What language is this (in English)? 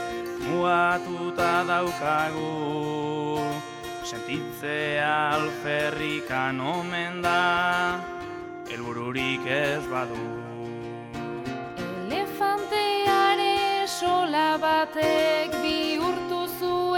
Basque